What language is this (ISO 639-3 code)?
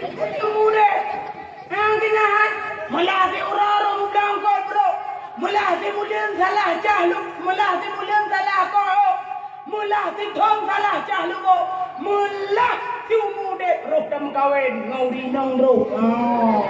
ace